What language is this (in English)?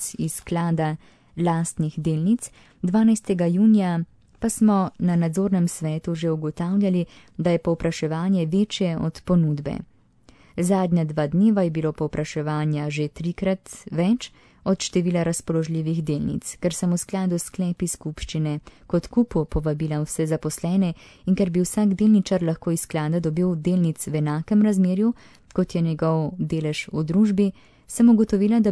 Slovenian